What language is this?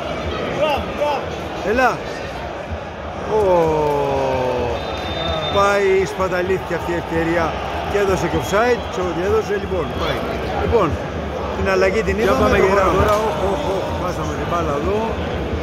Greek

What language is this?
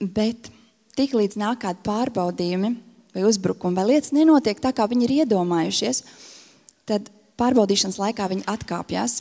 Latvian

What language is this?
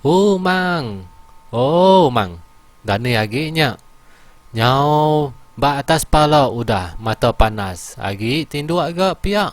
Iban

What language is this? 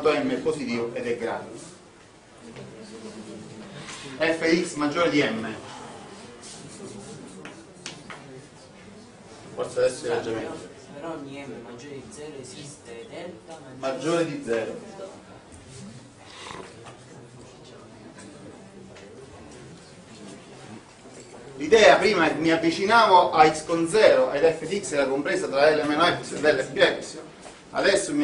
Italian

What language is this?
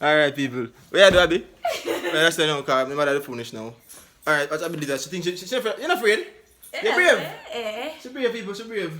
Jamaican Creole English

